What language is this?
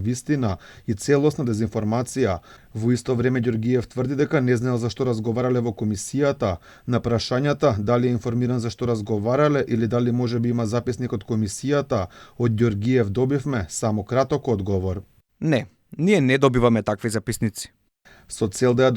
Macedonian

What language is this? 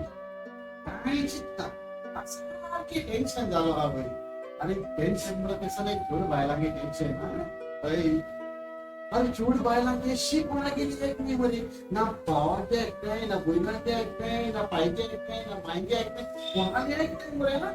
Konkani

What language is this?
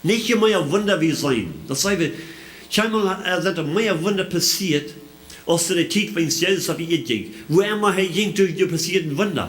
Plautdietsch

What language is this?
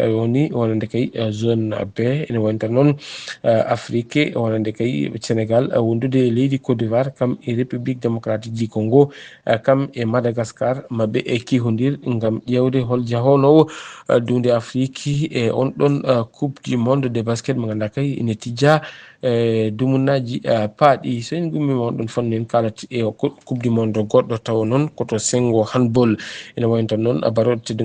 Fula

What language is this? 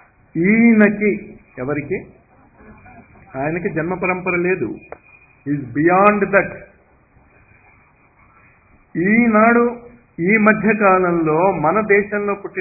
Telugu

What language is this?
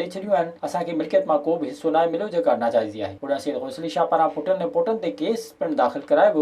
Sindhi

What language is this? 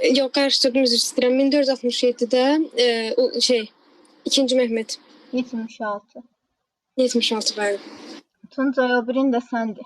Azerbaijani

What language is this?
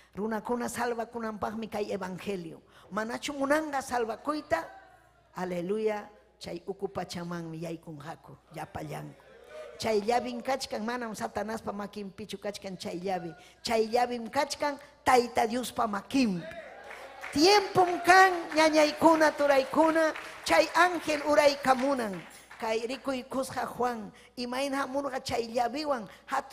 Ayacucho Quechua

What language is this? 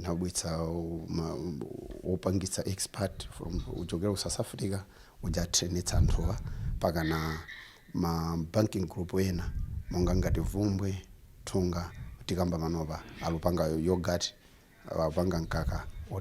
Nyanja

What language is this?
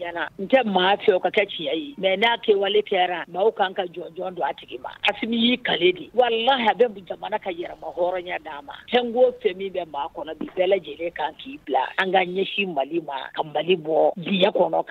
Bambara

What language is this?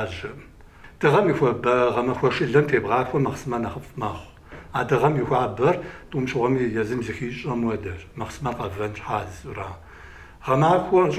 Kabardian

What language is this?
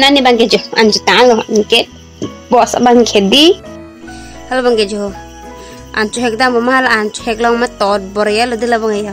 Karbi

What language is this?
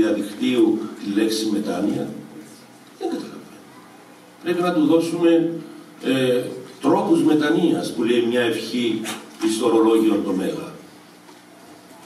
Greek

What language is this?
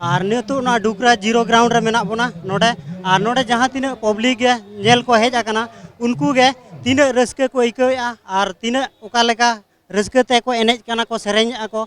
Santali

